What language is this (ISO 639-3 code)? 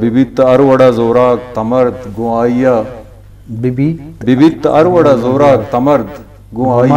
bgp